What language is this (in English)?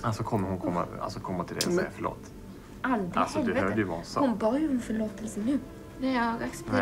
Swedish